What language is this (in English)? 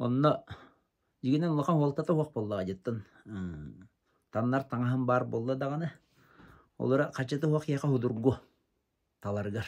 Yakut